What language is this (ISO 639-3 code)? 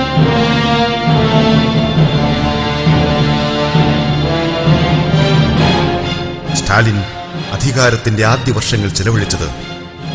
mal